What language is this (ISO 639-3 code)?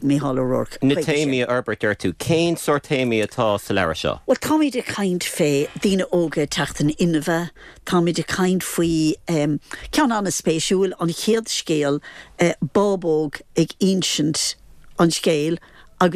gle